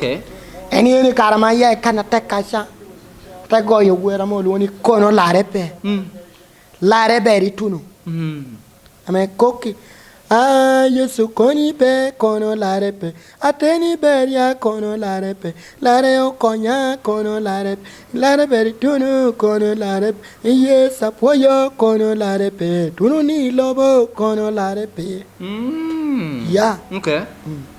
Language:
Lango (Uganda)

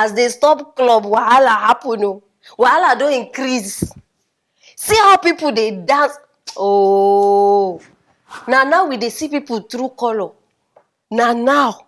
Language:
Nigerian Pidgin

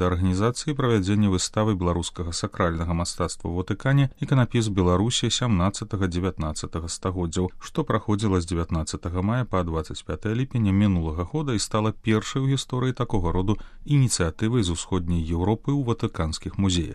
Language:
Belarusian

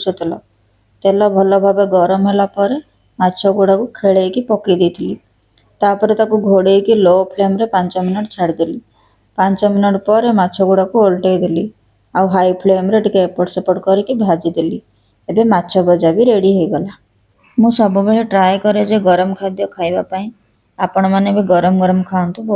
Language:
Odia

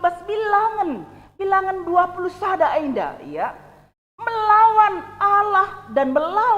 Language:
Batak Karo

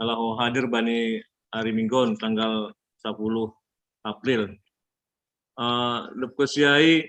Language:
Batak Simalungun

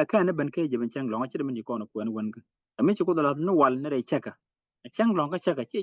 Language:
Nuer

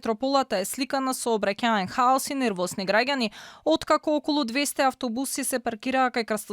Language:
Macedonian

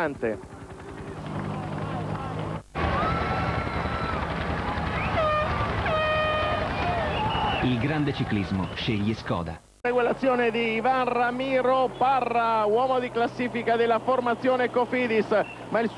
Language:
Italian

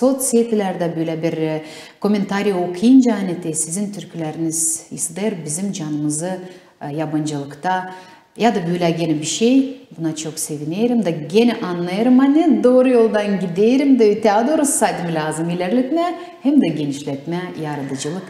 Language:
Gagauz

